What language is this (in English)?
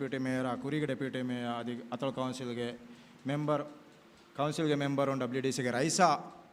Divehi